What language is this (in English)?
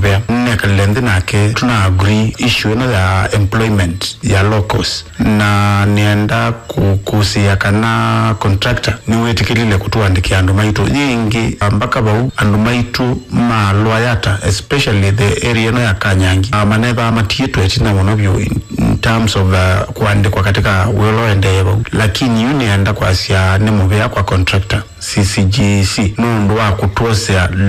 Kamba